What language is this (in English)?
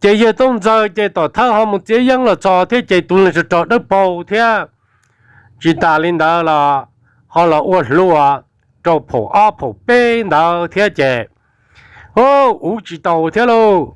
Hmong